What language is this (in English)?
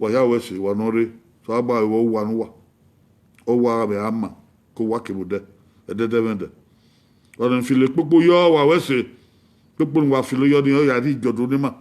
Bini